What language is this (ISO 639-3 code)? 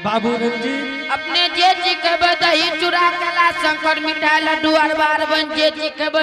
anp